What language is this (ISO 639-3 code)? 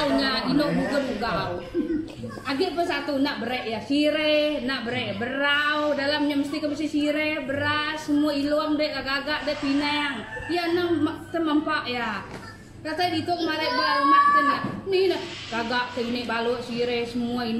iba